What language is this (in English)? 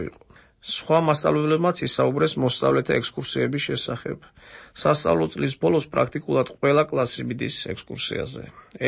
Georgian